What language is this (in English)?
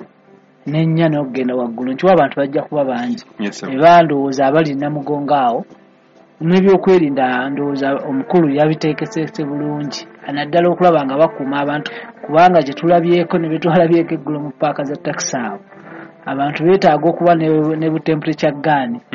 Ganda